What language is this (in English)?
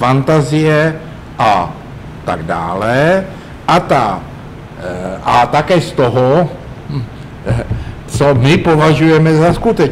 Czech